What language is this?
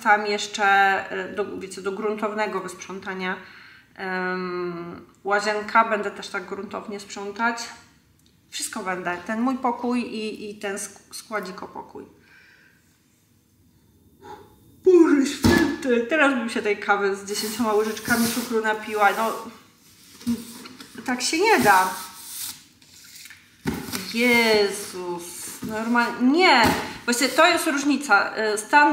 Polish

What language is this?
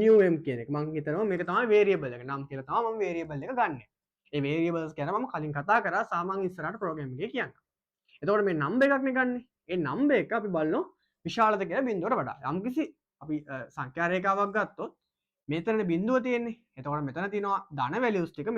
Sinhala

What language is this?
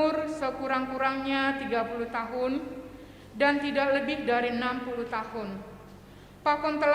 Batak Simalungun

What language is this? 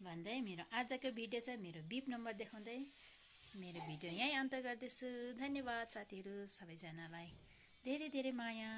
Nepali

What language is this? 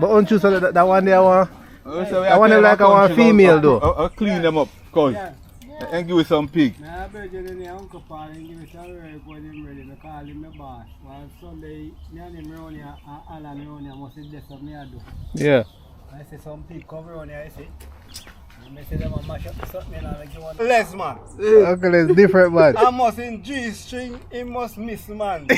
Jamaican Creole English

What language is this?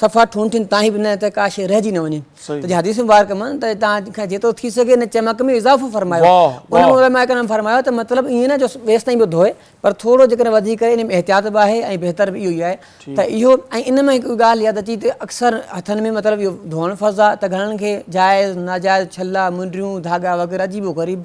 Sindhi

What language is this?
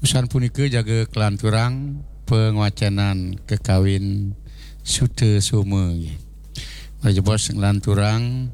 Balinese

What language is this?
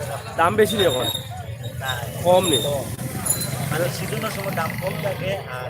Sylheti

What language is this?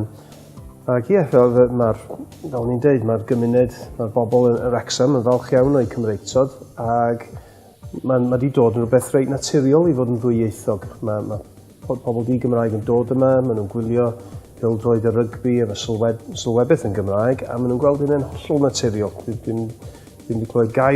Welsh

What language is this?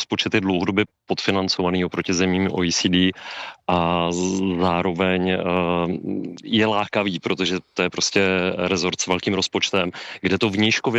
Czech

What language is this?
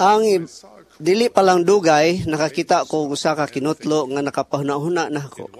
Cebuano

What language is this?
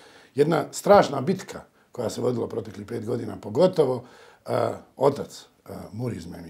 Bosnian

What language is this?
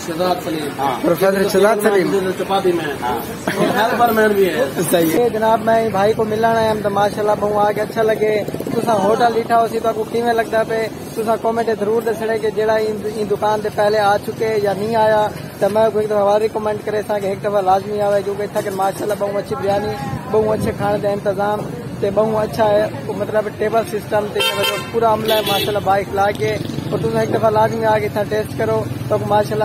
Saraiki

